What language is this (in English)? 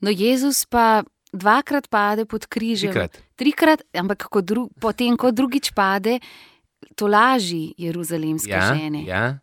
Slovenian